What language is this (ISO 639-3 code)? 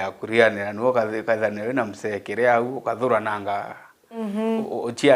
mer